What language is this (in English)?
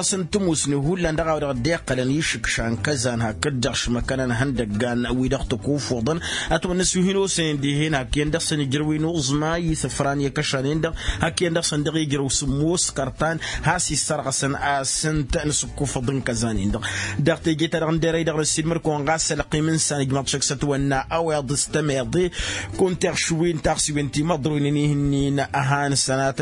Tamasheq